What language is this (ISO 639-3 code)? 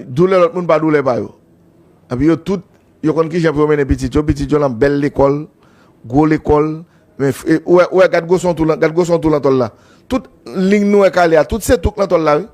hat